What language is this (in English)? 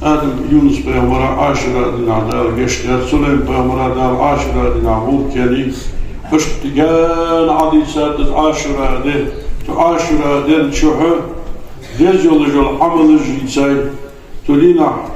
Ingush